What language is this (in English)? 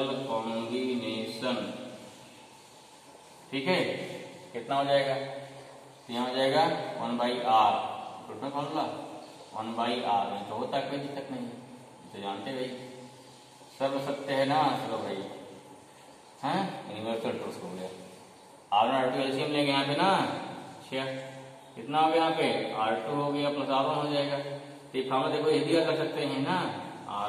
Hindi